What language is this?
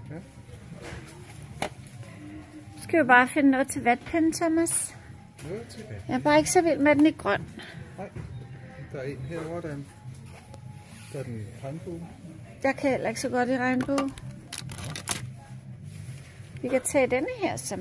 Danish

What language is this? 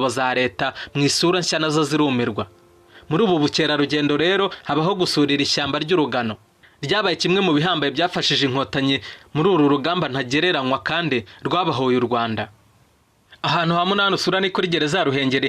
Kinyarwanda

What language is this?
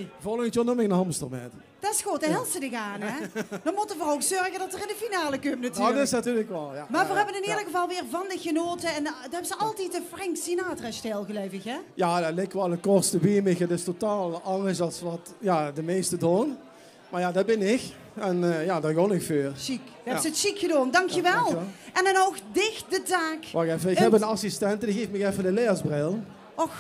Limburgish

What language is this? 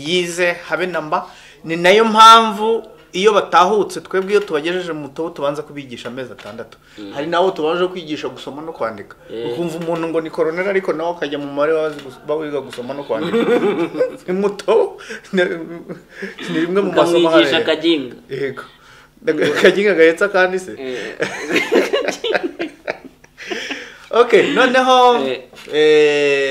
Kinyarwanda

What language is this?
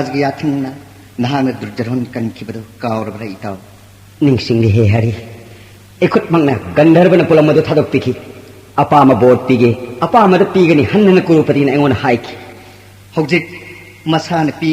Manipuri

